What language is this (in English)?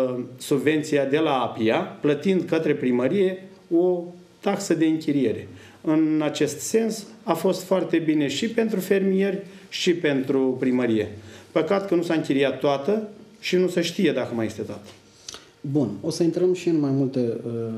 Romanian